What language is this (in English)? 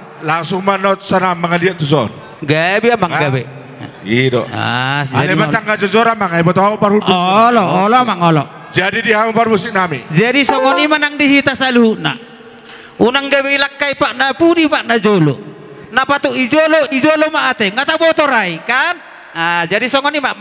Batak Toba